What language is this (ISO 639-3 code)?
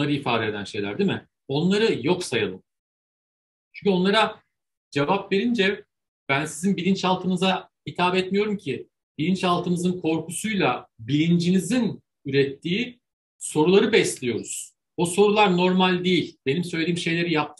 tur